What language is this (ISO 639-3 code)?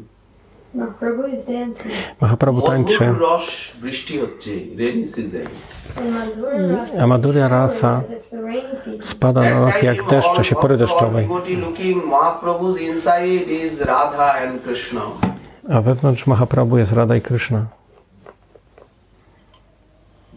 pol